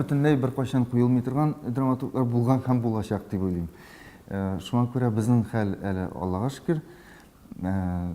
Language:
Tatar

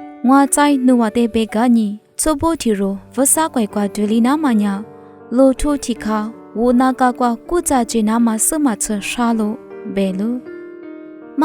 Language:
Lisu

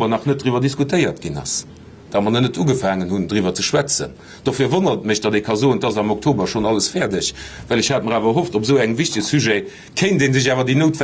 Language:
Luxembourgish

